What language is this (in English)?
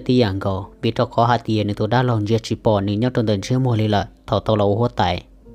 Hmong